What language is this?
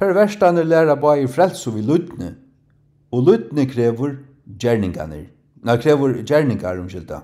Faroese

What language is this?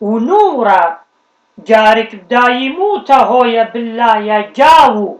Assyrian Neo-Aramaic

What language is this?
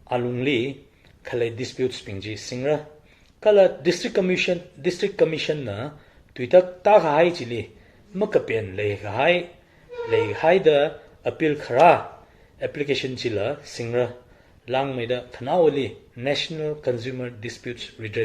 Tangkhul Naga (India)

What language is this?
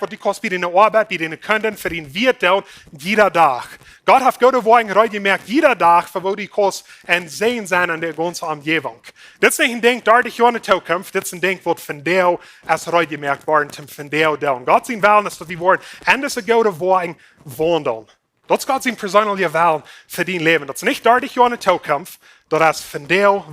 Plautdietsch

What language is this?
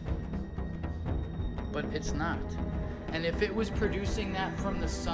Spanish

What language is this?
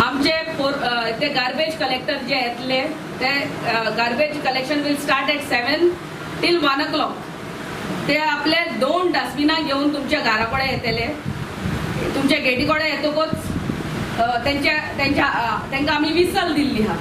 Konkani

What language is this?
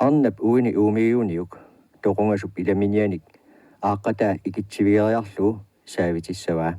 Kalaallisut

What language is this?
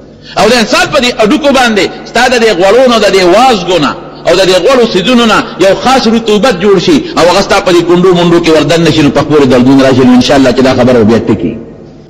Pashto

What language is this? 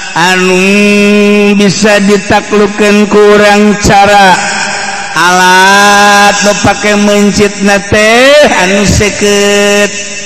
Sundanese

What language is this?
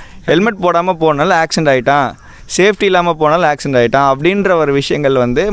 Tamil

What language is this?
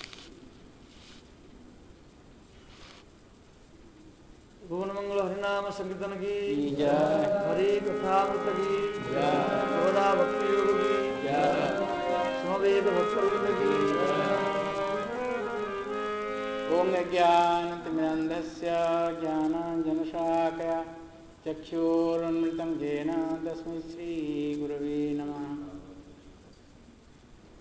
Odia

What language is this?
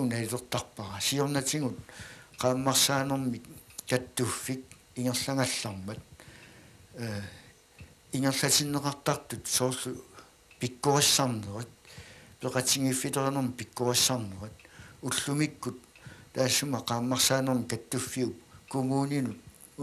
Kalaallisut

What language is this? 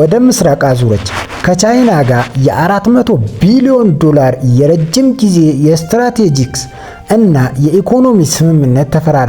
Amharic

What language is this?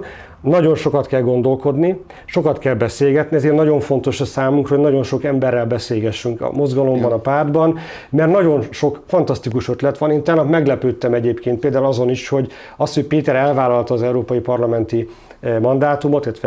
Hungarian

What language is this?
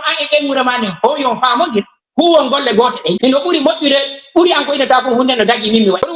Fula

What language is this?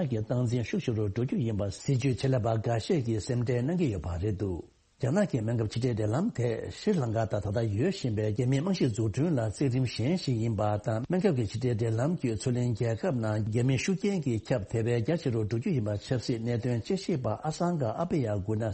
Tibetan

